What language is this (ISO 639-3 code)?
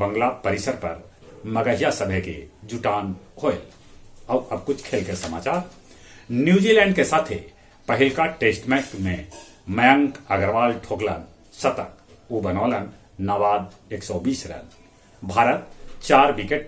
mag